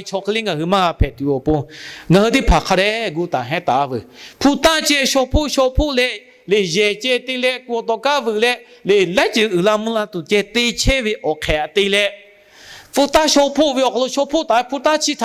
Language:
Lahu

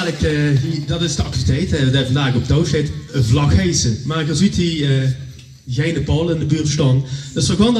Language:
Limburgish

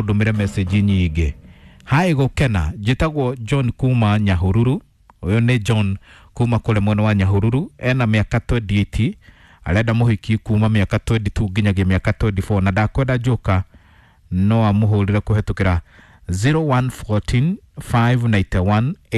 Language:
Kikuyu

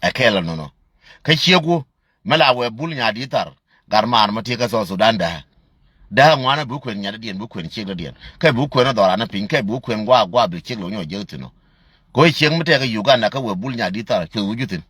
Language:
Nuer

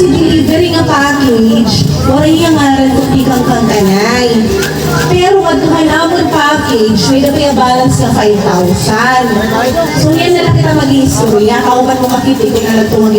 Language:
Waray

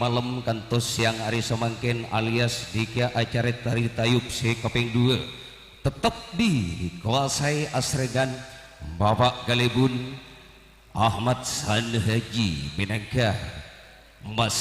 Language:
Madurese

